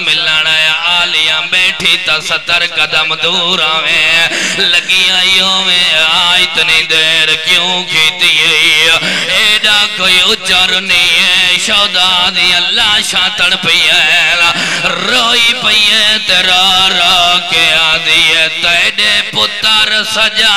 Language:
Saraiki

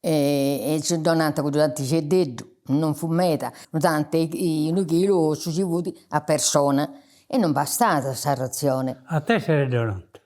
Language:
Sardinian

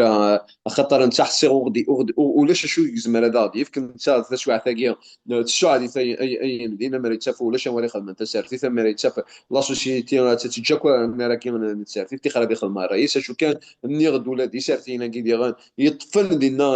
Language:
Kabyle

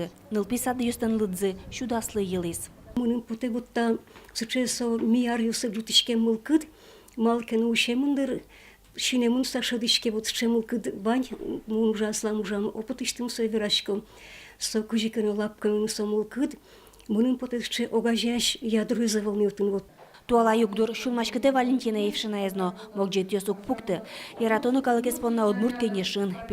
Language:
Udmurt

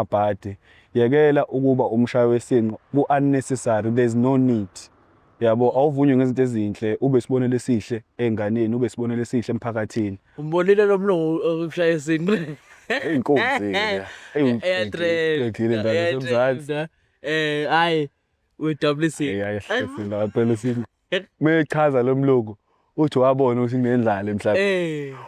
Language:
Zulu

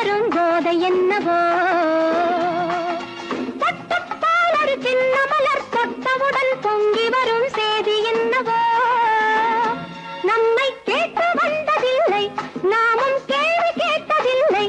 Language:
Tamil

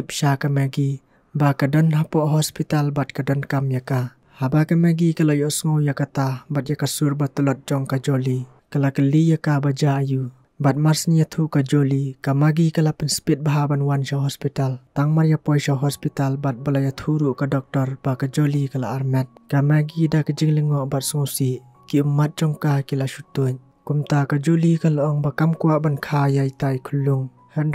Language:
Khasi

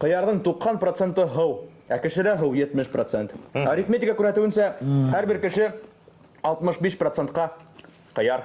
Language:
Bashkir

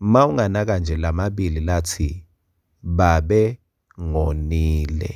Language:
Swati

